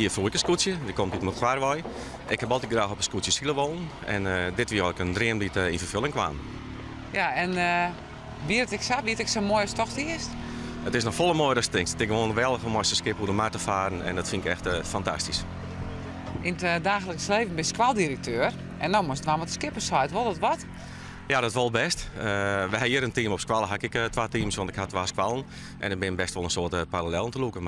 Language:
Western Frisian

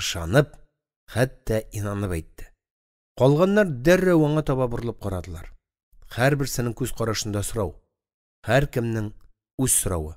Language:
Tatar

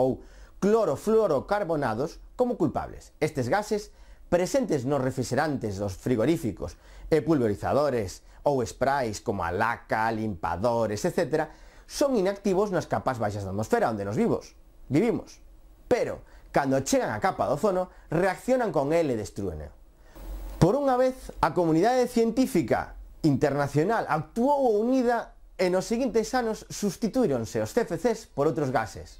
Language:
Galician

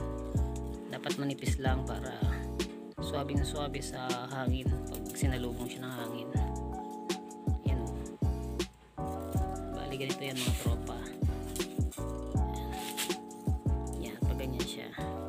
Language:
Filipino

